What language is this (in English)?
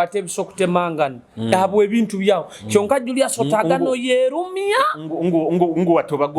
Nyoro